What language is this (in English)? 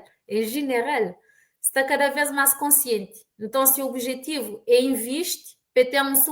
Kabuverdianu